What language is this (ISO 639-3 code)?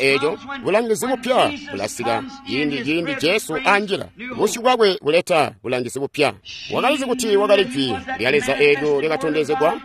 toi